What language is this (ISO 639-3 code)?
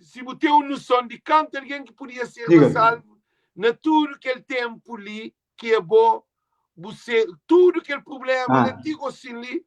kea